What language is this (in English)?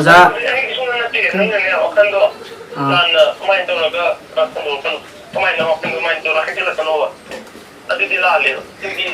Manipuri